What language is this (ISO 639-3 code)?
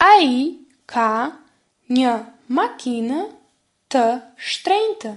sqi